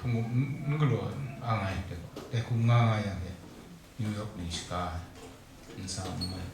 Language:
Kachin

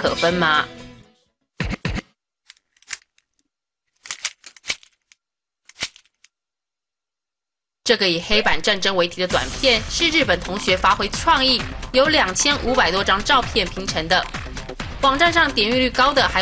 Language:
Chinese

